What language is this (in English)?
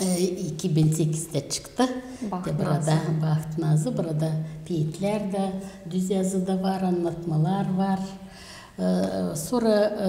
Gagauz